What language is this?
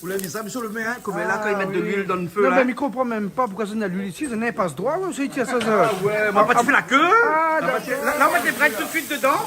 Réunion Creole French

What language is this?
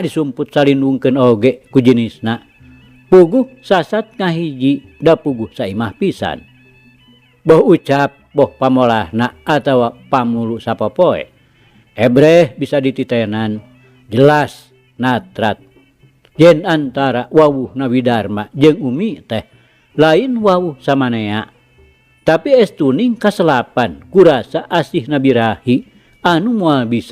Sundanese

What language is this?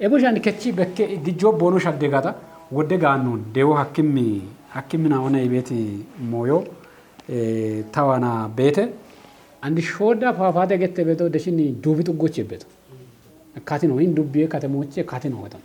Kafa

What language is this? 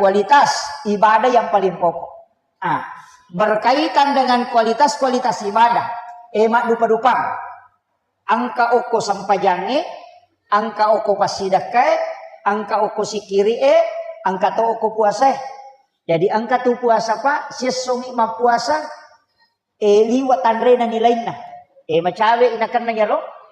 Buginese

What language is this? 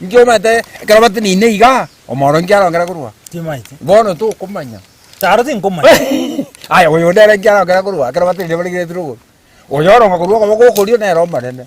Gusii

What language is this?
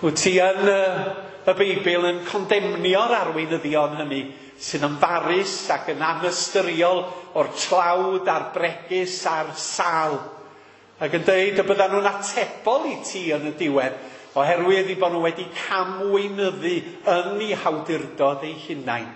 Welsh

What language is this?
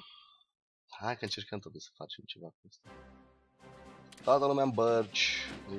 Romanian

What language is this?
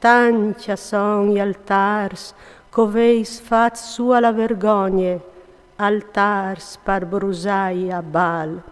Friulian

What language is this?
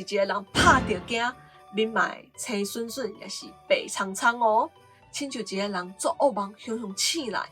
Min Nan Chinese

